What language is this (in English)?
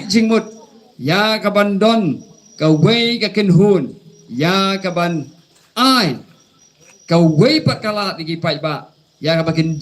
Khasi